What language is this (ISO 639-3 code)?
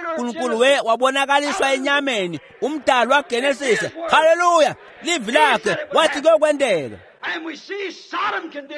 ssw